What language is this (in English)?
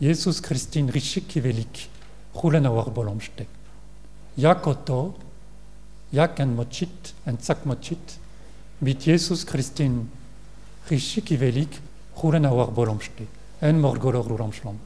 Mongolian